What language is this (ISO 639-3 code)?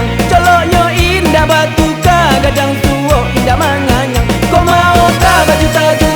min